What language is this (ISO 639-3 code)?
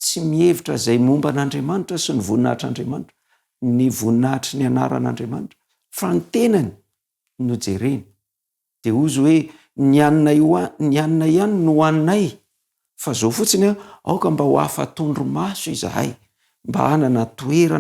mlg